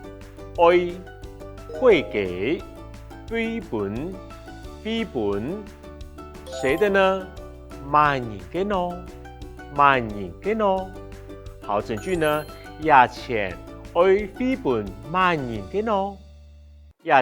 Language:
Hakka Chinese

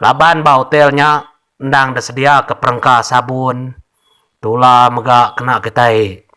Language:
Iban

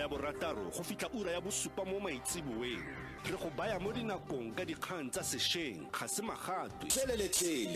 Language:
Tswana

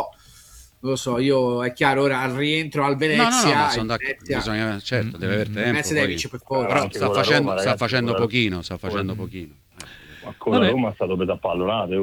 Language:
Italian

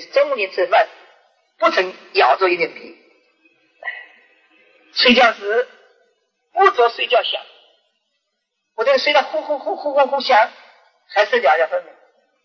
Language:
Chinese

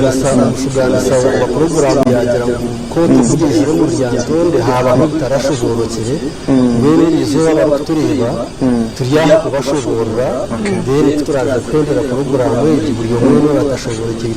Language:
Nyankole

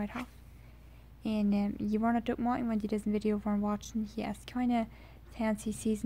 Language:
Plautdietsch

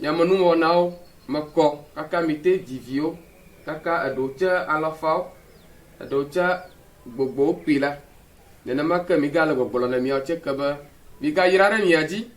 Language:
Ewe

